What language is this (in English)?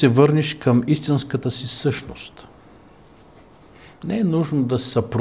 Bulgarian